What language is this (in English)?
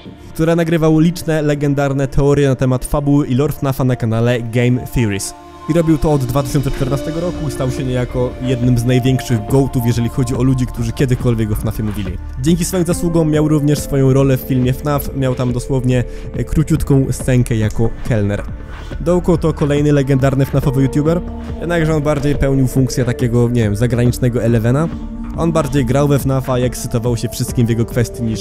Polish